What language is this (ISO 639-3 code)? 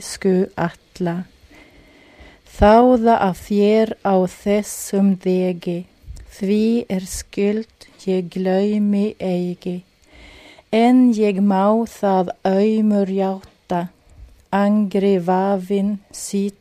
isl